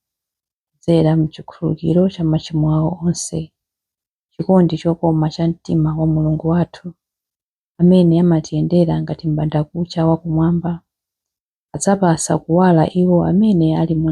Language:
Nyanja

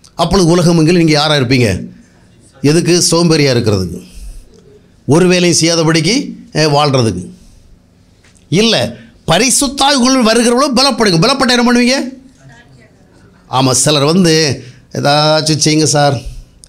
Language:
Tamil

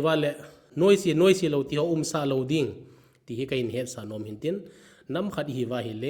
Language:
Thado Chin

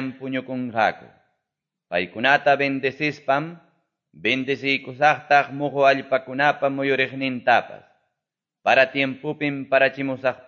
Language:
Quechua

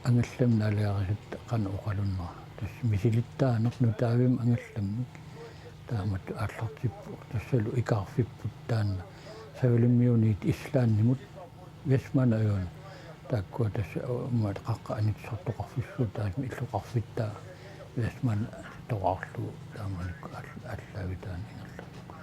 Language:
Kalaallisut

